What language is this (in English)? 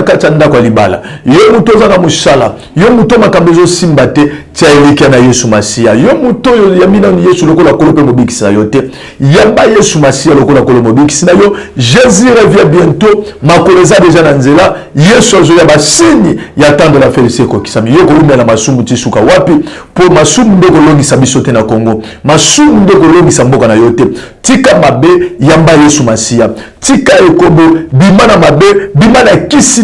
Lingala